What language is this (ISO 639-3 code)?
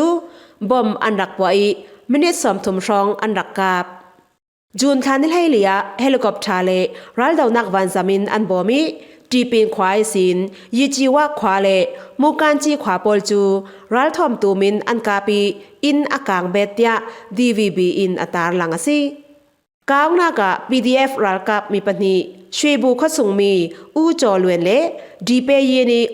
cfm